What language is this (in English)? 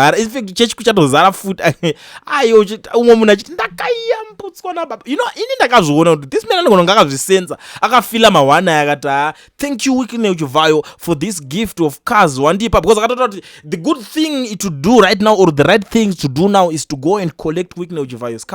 Shona